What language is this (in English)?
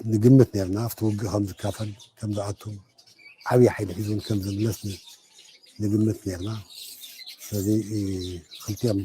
Tigrinya